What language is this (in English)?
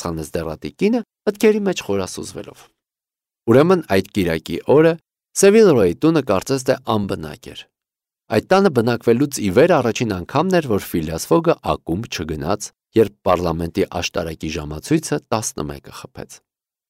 Armenian